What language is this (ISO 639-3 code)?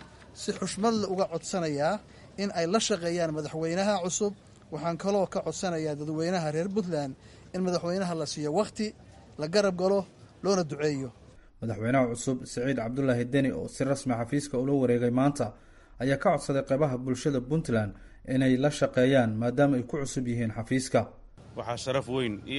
som